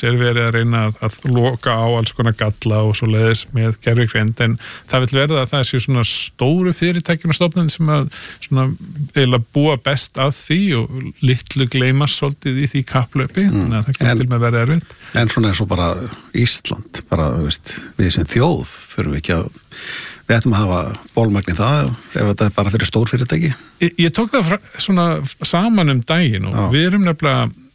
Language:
Icelandic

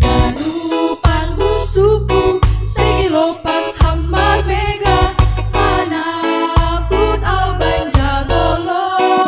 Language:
Batak Simalungun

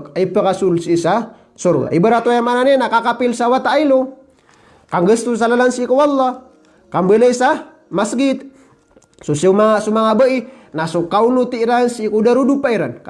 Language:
Maranao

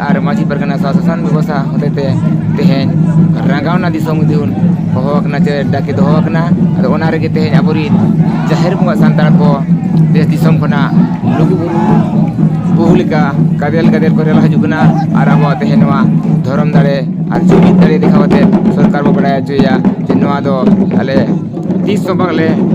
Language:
Santali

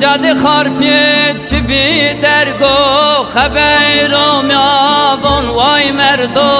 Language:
Zaza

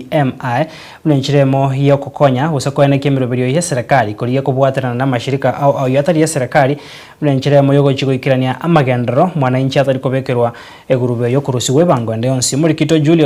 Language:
Gusii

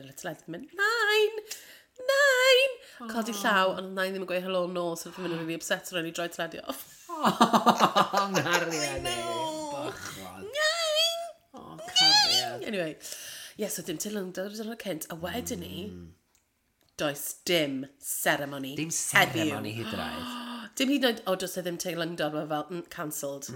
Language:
Welsh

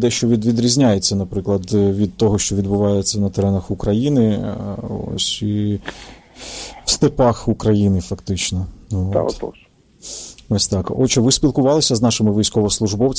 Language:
Ukrainian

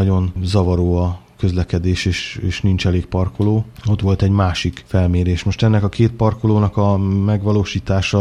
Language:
Hungarian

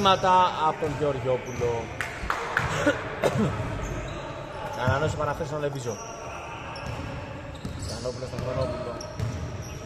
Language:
Greek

